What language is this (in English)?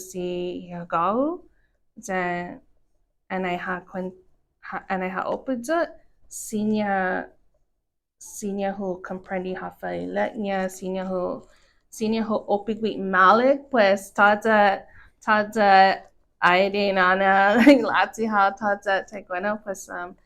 Chamorro